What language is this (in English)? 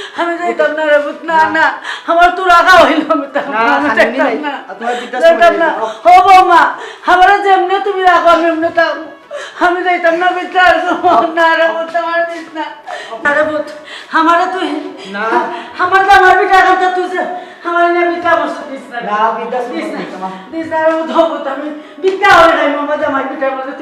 Sylheti